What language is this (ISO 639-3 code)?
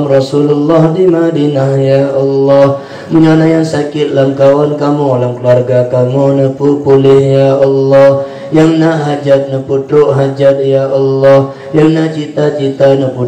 ace